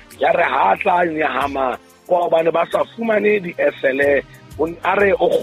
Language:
Southern Sotho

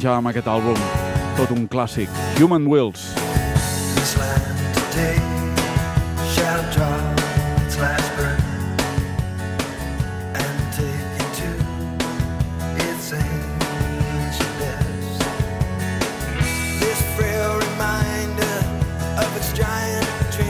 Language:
Catalan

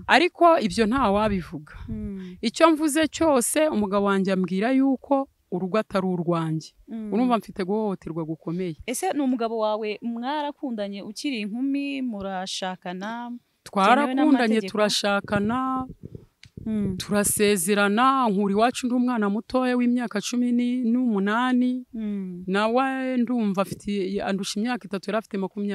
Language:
Kinyarwanda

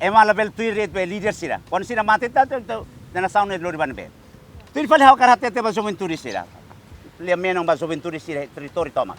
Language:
Tetum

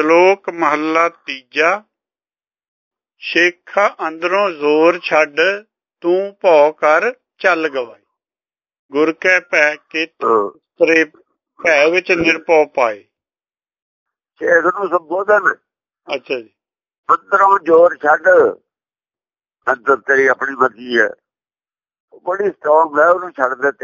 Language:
Punjabi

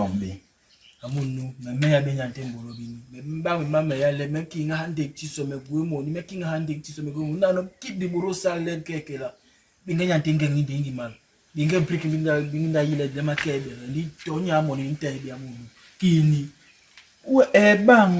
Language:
Basaa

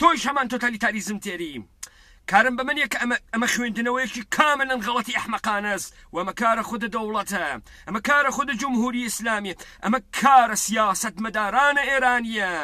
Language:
Central Kurdish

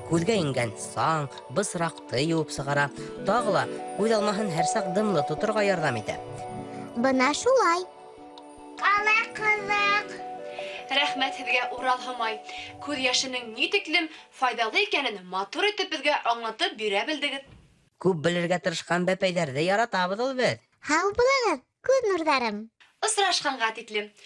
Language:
Bashkir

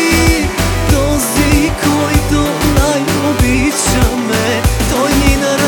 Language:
Bulgarian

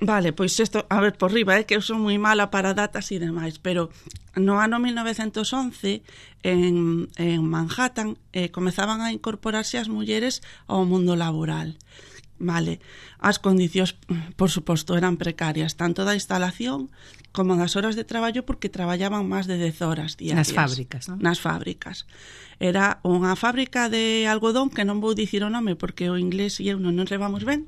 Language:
Galician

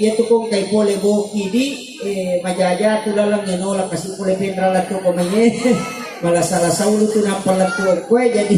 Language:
Buginese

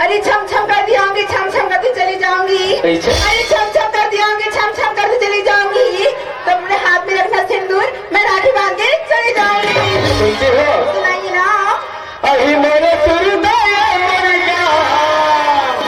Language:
Chhattisgarhi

